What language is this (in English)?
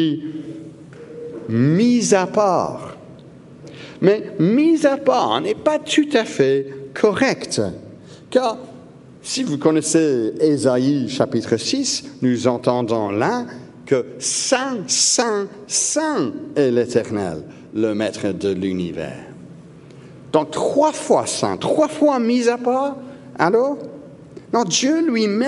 French